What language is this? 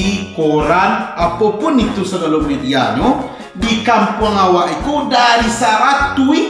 Minangkabau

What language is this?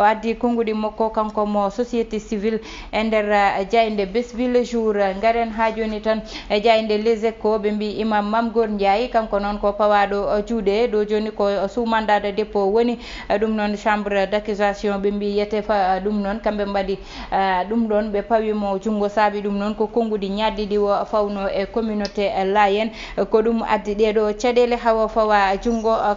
Fula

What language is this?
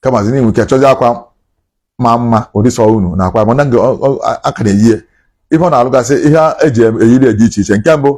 Igbo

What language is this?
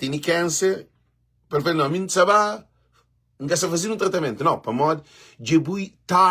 Kabuverdianu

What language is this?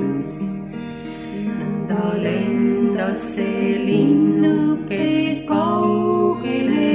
Estonian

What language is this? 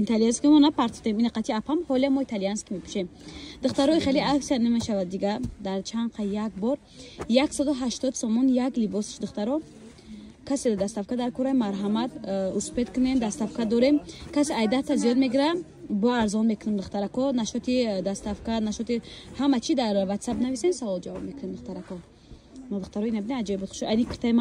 Tajik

